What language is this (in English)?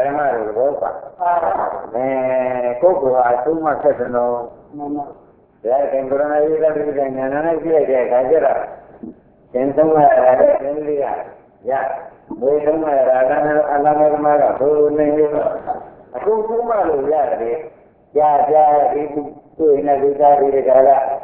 Burmese